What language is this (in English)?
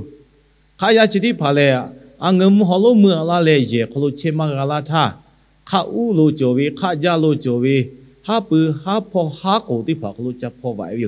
Lahu